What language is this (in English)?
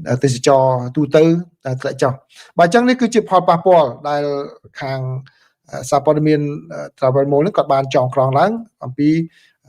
Khmer